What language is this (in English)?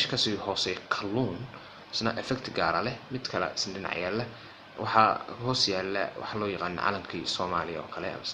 Somali